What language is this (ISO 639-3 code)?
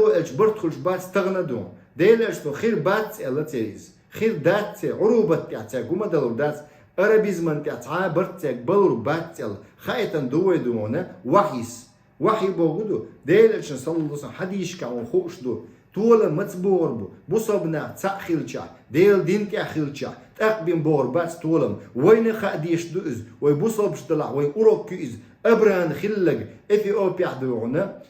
che